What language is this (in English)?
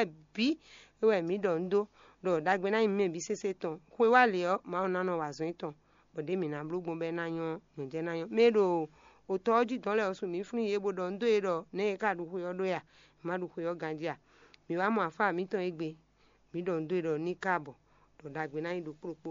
Fon